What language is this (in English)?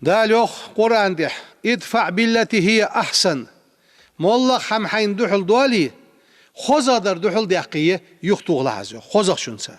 Ingush